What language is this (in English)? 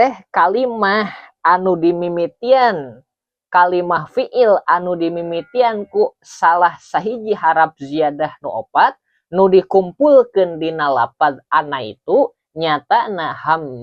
Sundanese